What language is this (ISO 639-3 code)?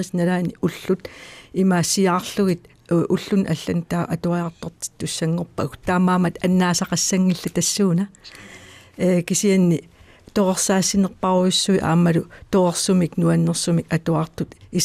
kal